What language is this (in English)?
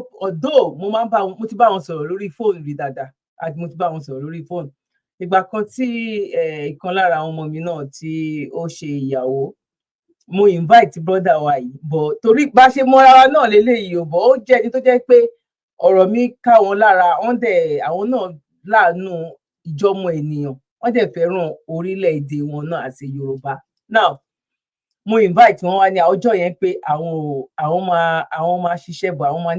Yoruba